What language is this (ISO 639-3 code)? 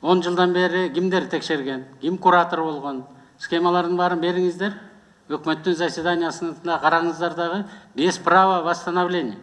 kir